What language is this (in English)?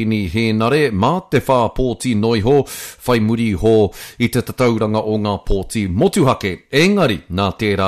Māori